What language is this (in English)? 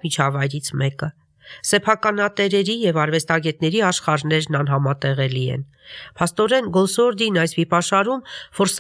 Armenian